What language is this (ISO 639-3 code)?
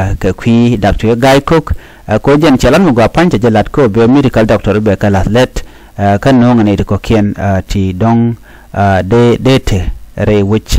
nus